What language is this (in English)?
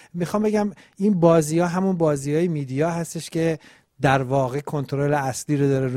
Persian